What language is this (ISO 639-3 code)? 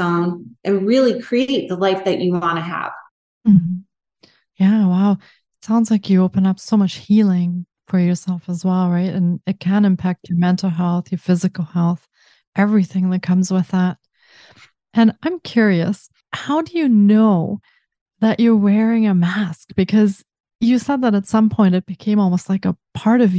eng